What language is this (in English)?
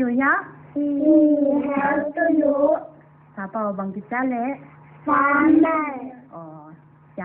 Paite Chin